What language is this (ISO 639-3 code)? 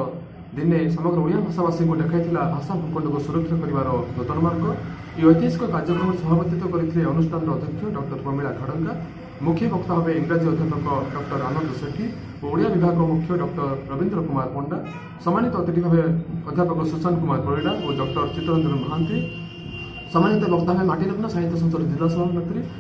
ori